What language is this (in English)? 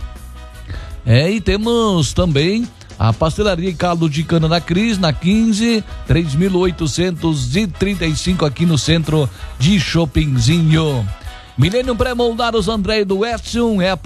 Portuguese